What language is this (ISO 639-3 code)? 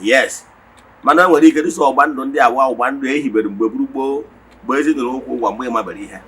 ibo